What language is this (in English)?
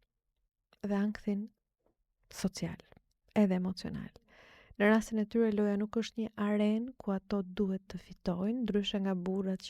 Albanian